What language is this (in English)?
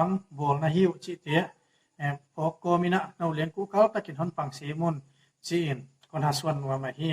Paite Chin